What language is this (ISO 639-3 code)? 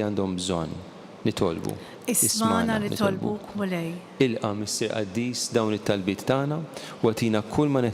mlt